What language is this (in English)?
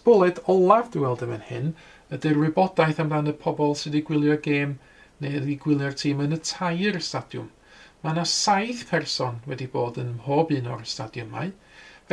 Welsh